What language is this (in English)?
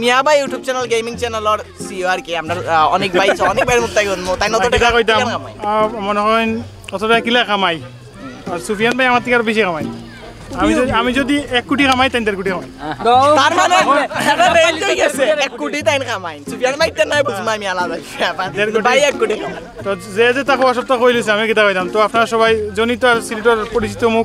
Sylheti